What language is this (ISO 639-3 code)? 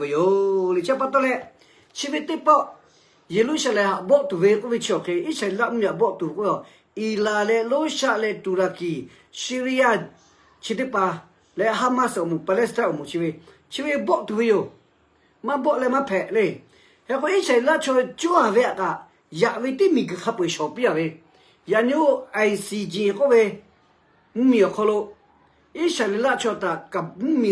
lhu